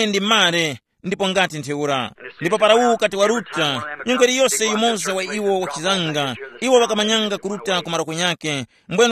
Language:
Tumbuka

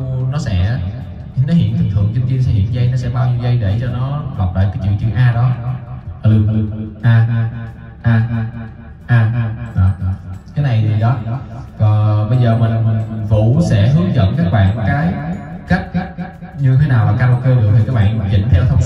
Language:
Vietnamese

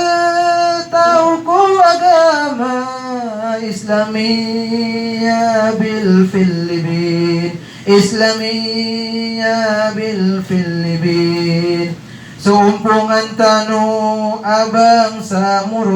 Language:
Maranao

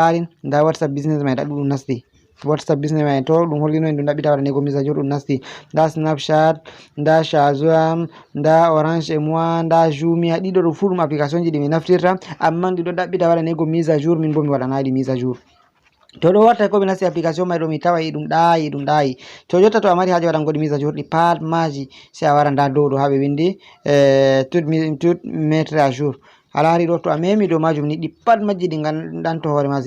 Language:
Fula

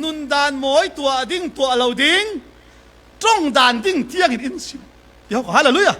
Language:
Falam Chin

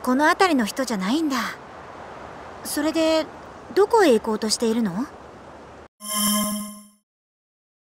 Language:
Japanese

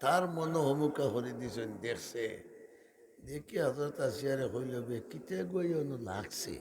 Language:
Sylheti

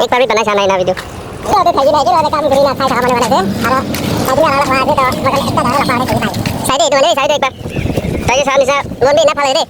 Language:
Naga Pidgin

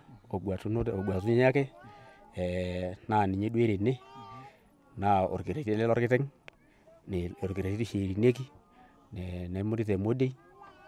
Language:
Masai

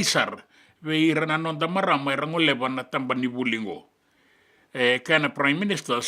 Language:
Fijian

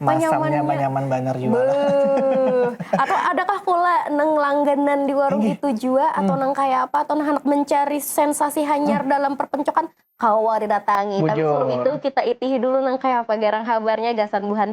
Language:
Banjar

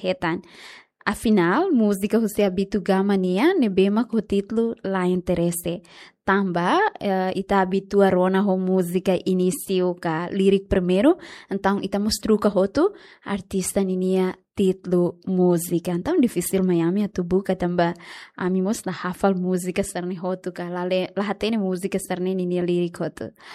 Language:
Tetum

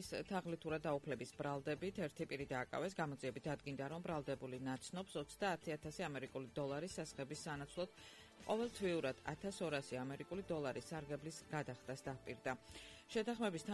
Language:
Georgian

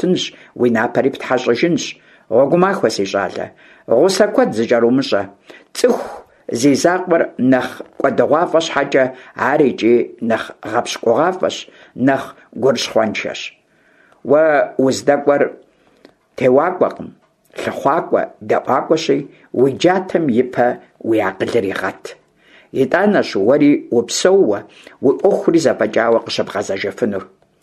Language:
Kabardian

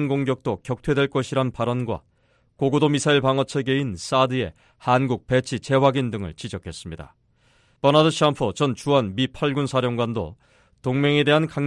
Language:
Korean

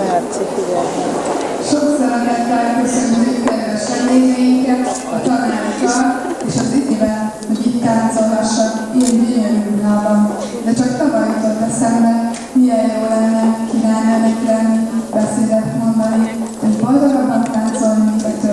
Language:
Hungarian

